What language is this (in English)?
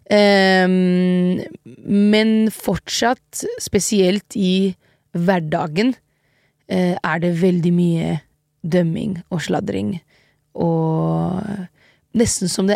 Norwegian